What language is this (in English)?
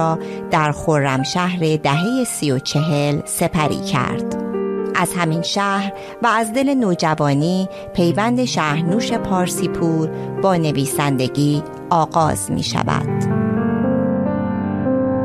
Persian